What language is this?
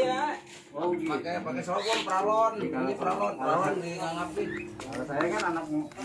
Betawi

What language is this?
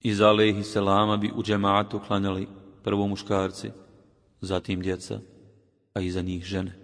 Bosnian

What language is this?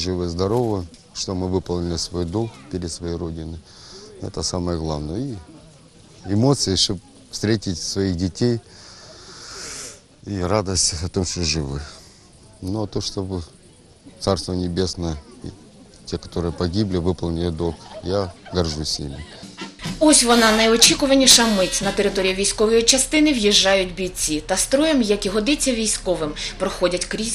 Ukrainian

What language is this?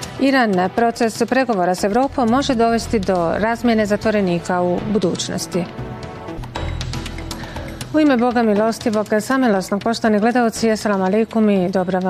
Bosnian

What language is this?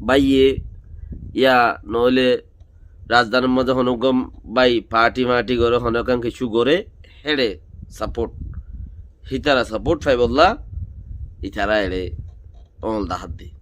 Rohingya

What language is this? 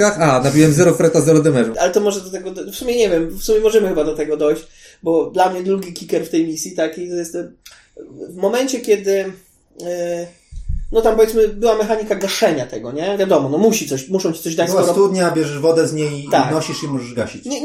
Polish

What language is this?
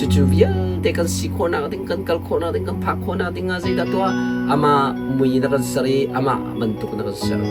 Hakha Chin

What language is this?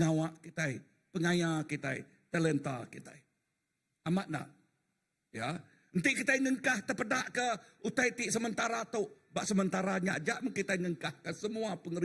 Iban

